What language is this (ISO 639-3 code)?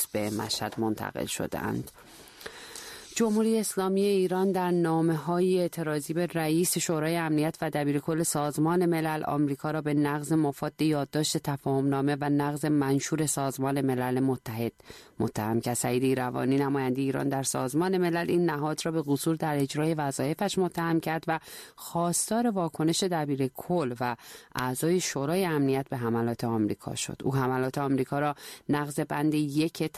fas